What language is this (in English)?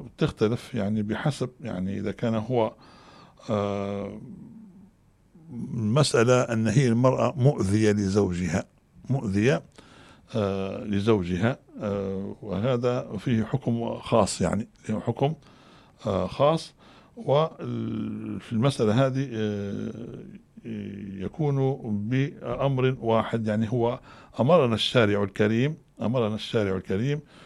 Arabic